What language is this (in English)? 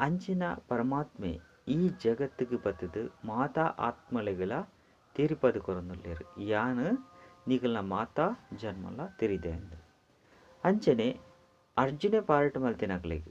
Tulu